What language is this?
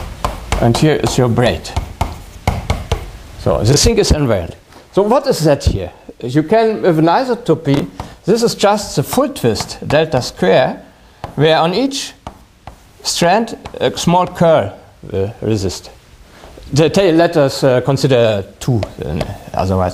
English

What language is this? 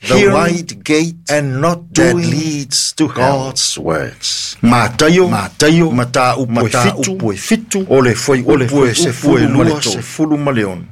Samoan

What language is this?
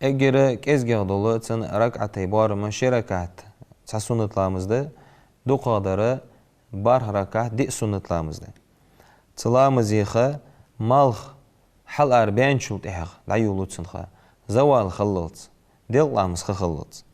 Ingush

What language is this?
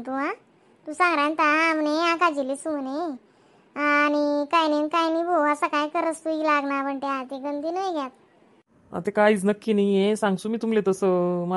Khandesi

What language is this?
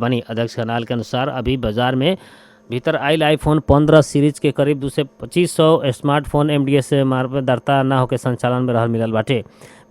Bhojpuri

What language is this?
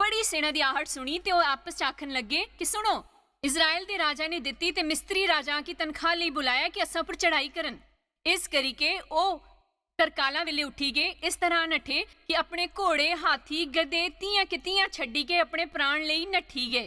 Dogri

